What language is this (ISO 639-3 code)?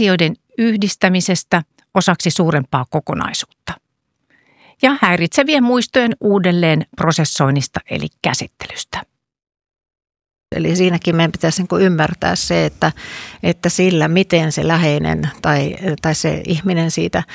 fin